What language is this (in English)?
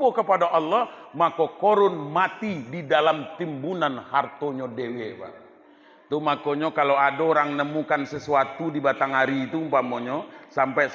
Minangkabau